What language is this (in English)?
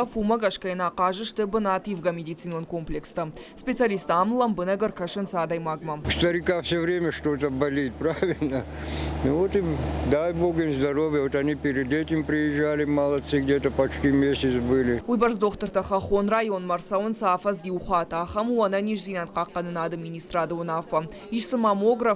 Ossetic